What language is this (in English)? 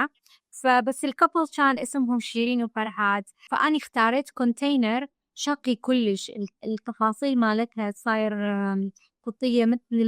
Mesopotamian Arabic